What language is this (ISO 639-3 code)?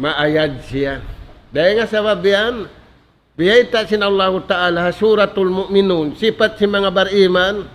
tsg